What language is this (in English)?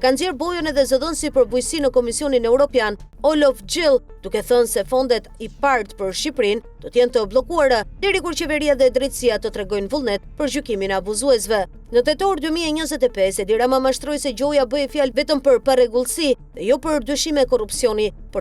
Albanian